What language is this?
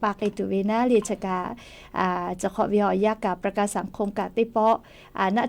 Lahu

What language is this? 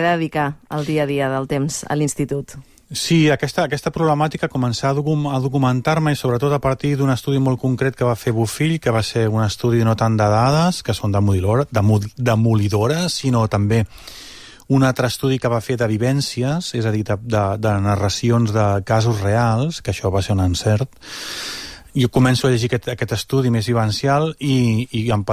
Catalan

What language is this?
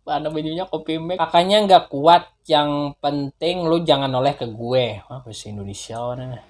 Banjar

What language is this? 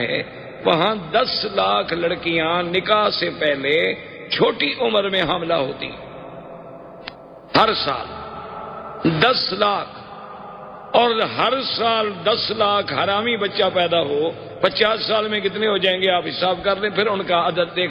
Urdu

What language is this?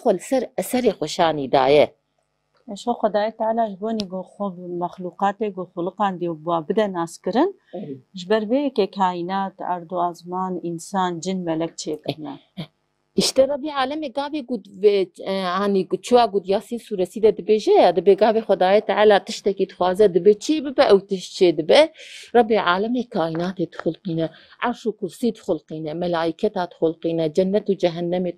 Kurdish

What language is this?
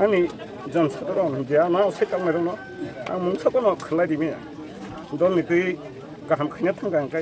Kok Borok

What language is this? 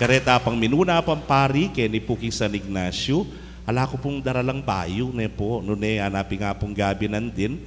Pampanga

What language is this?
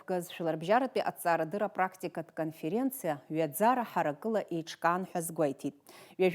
Abkhazian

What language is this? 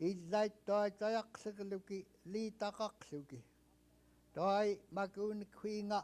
Central Yupik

